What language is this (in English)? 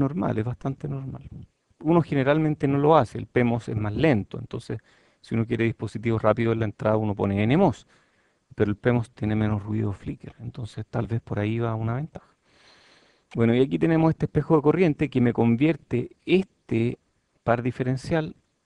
Spanish